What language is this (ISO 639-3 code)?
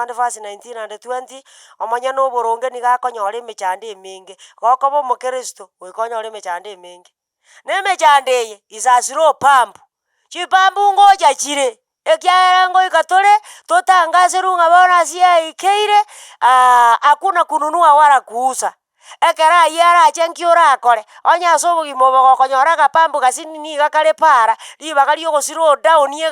guz